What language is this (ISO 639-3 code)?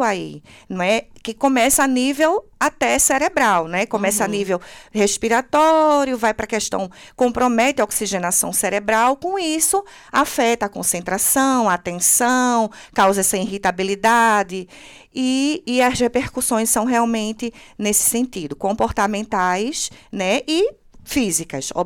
por